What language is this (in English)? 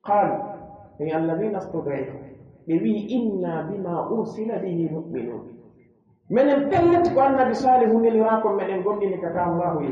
Pular